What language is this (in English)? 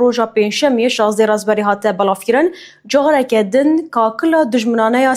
Kurdish